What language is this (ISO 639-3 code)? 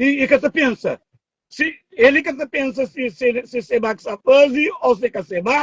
kea